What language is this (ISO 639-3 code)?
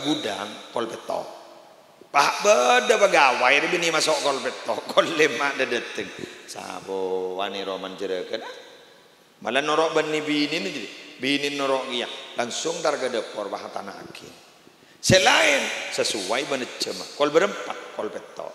mad